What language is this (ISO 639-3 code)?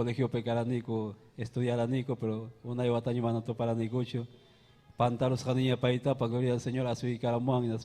quy